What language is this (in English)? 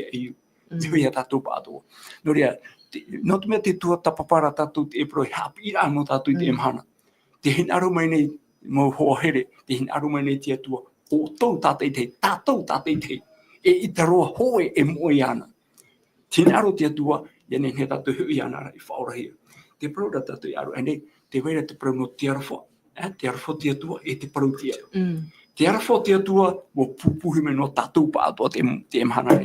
Tahitian